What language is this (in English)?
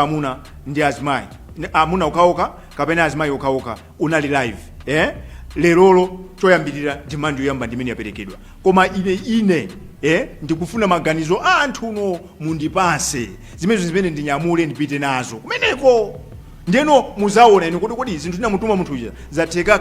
Nyanja